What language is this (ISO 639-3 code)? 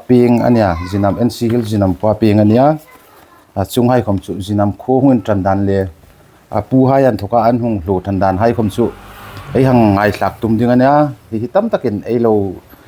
hmr